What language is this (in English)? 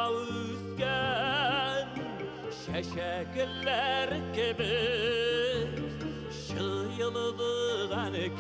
Bashkir